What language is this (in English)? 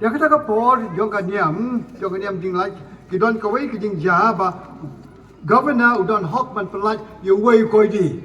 Khasi